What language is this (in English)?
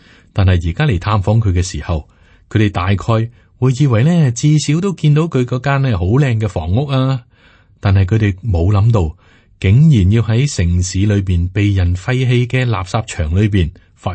Cantonese